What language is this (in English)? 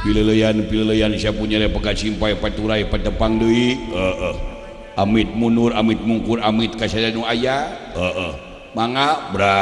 Sundanese